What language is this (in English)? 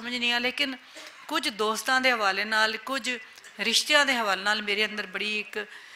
Western Panjabi